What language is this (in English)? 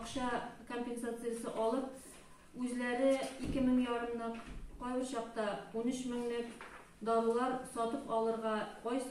Tatar